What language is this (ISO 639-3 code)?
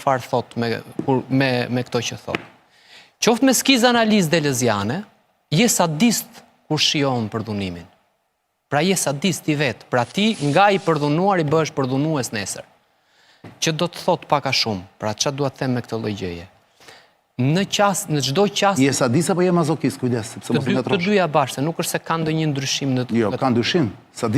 sqi